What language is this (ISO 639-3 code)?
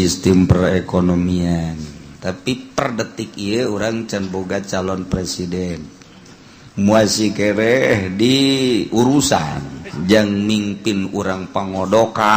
sun